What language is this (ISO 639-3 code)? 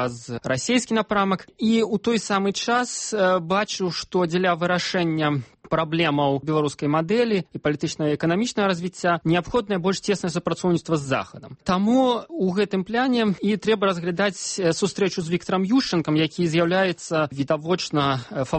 bel